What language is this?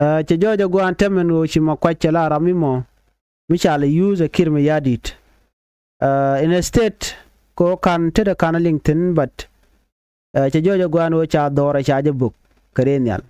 Nuer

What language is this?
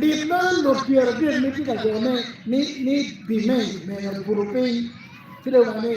Acoli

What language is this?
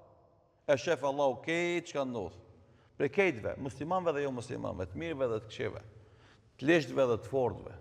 Albanian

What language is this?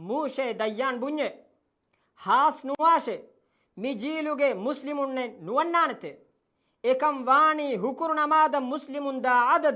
Divehi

